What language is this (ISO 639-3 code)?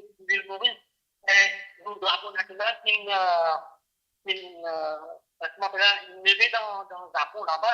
mfe